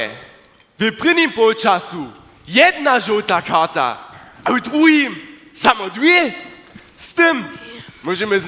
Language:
Upper Sorbian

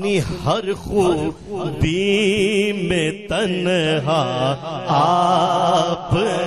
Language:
Urdu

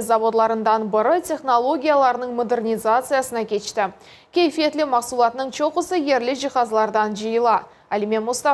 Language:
Crimean Tatar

